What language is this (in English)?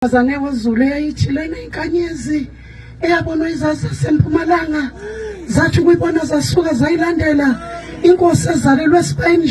Zulu